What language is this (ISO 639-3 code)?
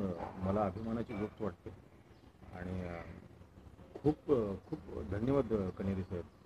mar